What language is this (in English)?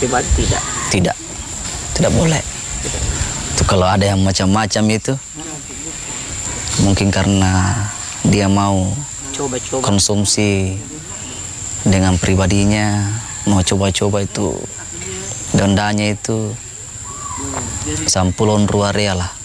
Indonesian